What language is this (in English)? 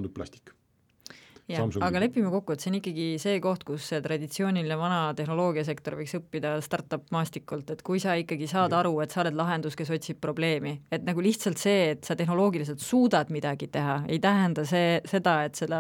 Estonian